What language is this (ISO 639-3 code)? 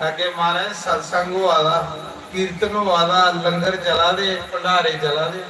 doi